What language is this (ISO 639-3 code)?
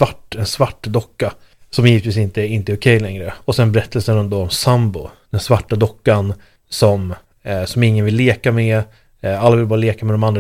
swe